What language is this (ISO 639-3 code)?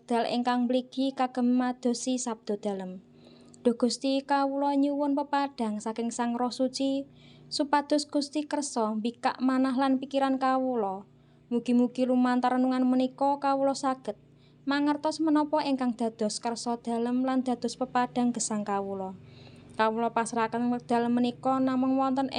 jav